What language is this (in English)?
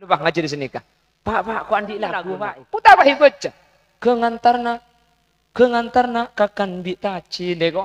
Madurese